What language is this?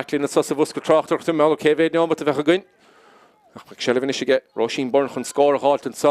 Irish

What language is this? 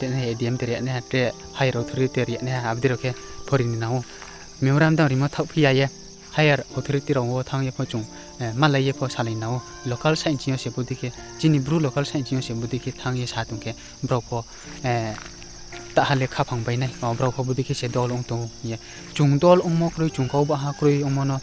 Riang (India)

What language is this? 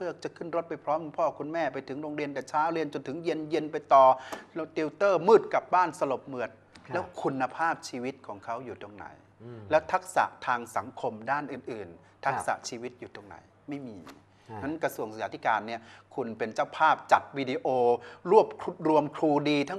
Thai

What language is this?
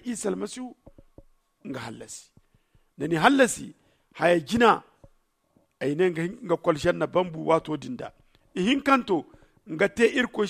Zarma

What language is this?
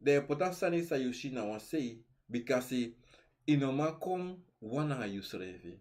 Sranan Tongo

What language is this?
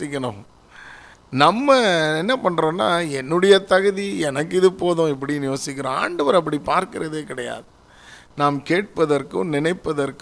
Tamil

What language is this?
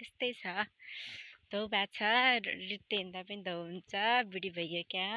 Nepali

